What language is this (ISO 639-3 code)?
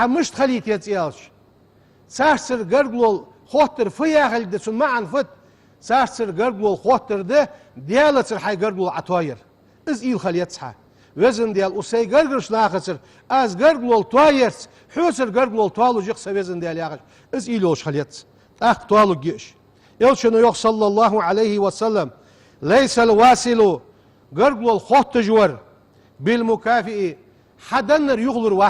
inh